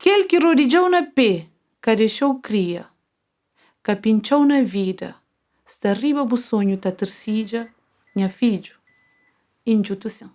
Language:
Kabuverdianu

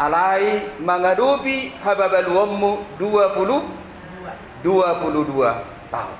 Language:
Batak Toba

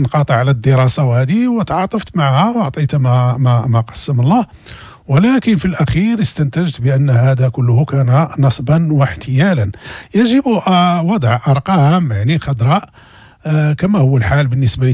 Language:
Moroccan Arabic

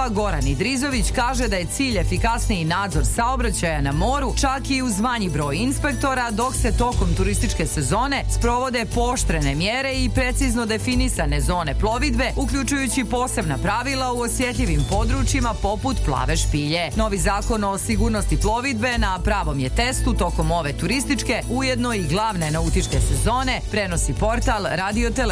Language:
Serbian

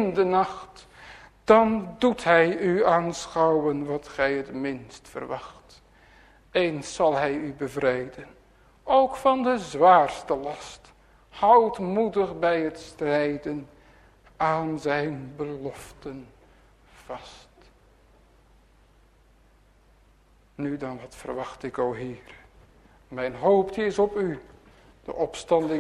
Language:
Dutch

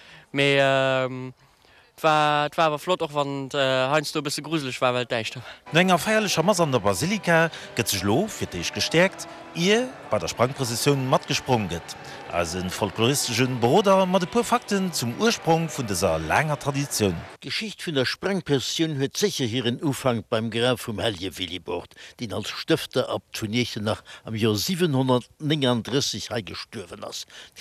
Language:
Luxembourgish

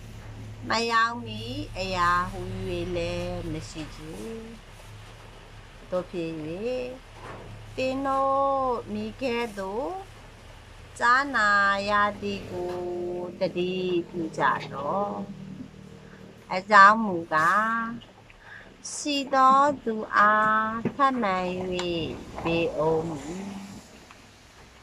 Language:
Burmese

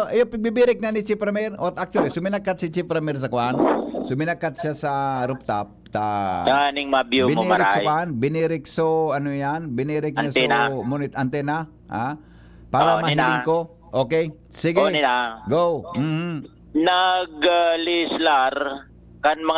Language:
Bikol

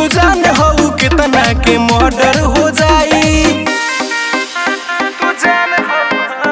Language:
Bhojpuri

